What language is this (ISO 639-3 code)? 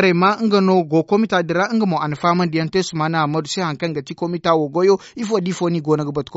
dje